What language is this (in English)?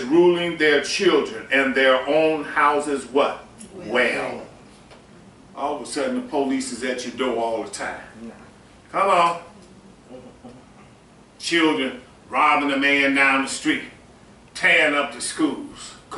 English